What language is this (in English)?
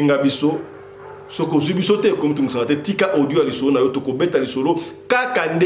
Lingala